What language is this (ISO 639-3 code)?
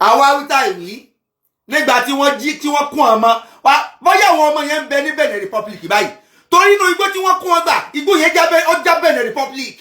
yor